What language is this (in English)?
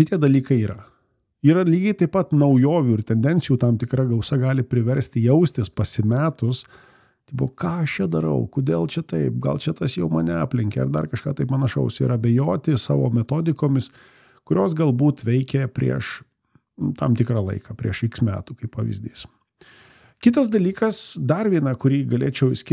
Lithuanian